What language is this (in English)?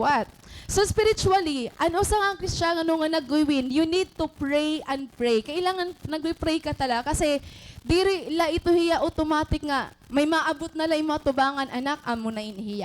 Waray